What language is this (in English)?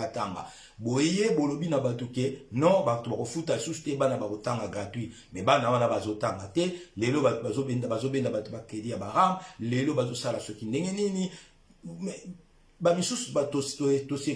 Lingala